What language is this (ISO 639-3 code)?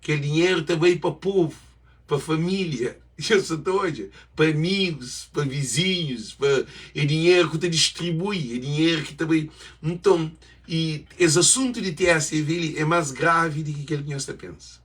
kea